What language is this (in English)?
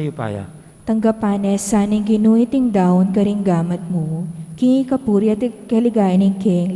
Pampanga